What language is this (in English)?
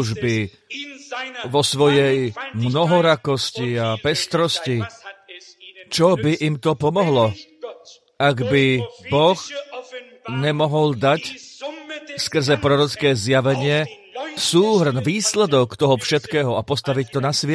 Slovak